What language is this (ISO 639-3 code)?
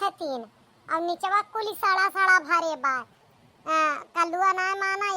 awa